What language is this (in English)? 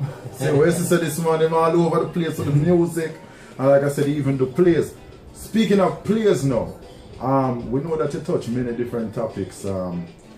Jamaican Creole English